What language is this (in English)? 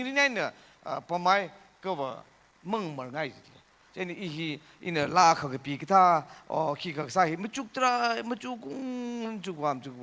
Tangkhul Naga (India)